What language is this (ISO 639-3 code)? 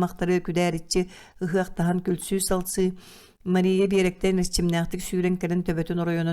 sah